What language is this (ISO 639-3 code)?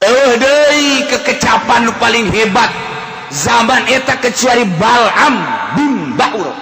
sun